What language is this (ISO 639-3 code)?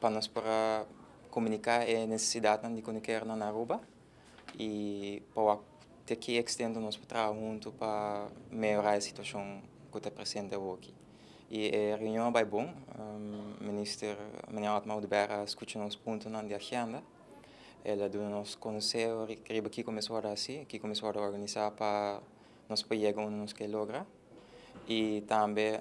pap